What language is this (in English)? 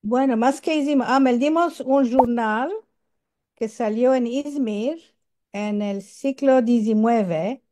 Ladino